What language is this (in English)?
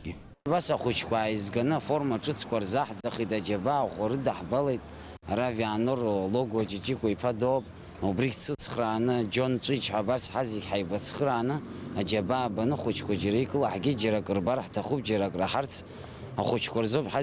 Abkhazian